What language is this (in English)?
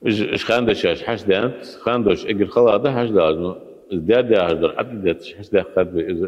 Ingush